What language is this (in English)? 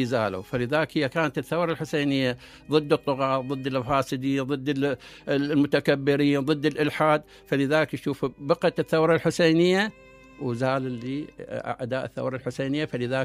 Mesopotamian Arabic